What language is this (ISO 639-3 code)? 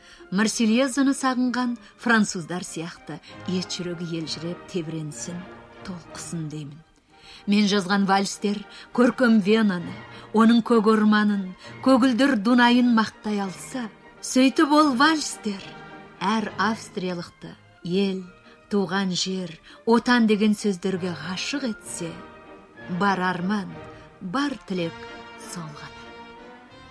kaz